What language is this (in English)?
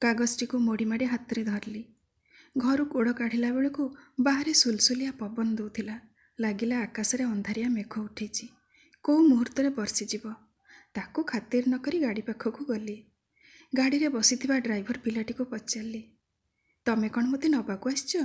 Odia